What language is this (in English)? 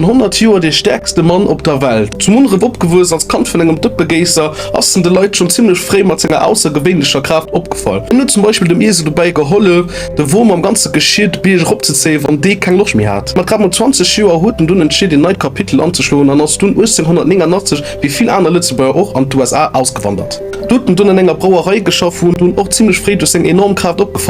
Luxembourgish